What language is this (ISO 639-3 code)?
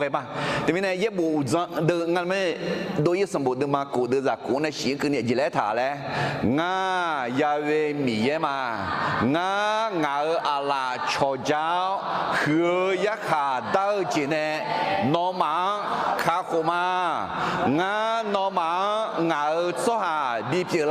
ahk